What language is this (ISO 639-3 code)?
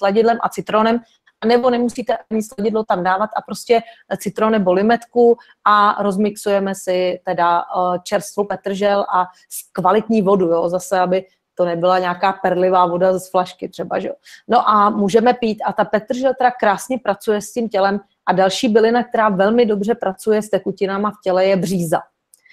ces